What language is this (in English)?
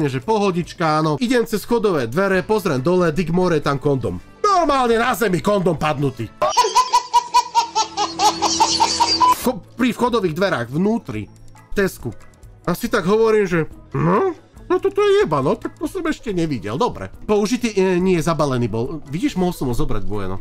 Slovak